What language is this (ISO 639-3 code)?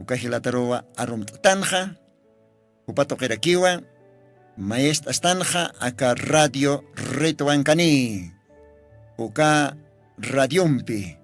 aym